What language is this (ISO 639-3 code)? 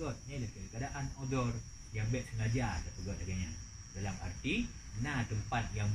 ace